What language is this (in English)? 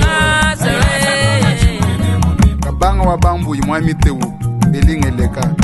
Luba-Lulua